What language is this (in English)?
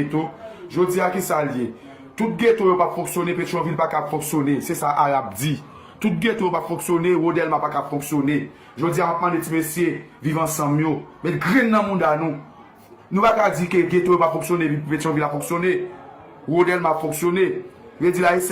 Haitian Creole